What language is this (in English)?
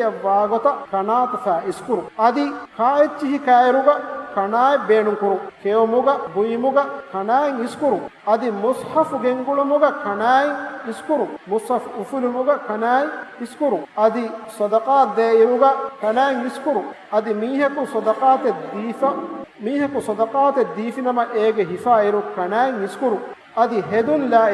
Divehi